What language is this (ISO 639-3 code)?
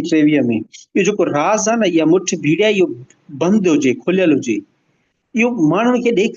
snd